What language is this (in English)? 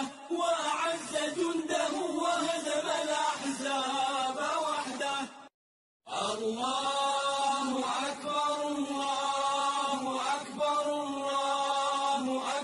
Arabic